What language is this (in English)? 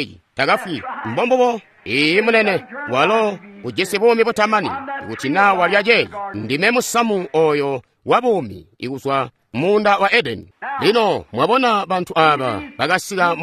Tonga (Zambia)